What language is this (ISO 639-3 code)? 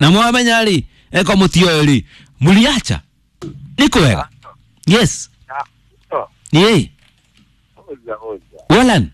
kik